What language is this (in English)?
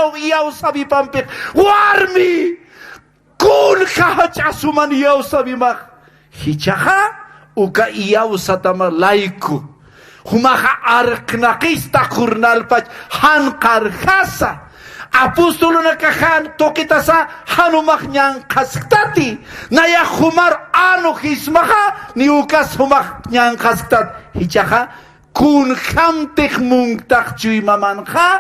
Aymara